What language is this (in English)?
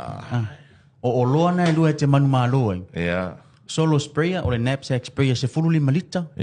Samoan